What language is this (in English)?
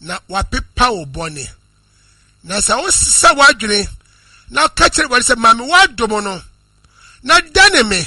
Akan